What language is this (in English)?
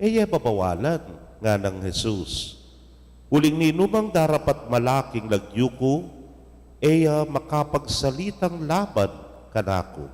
Pampanga